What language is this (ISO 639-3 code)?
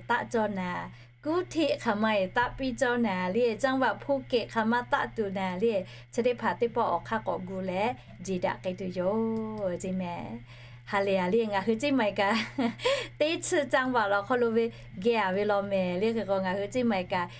lhu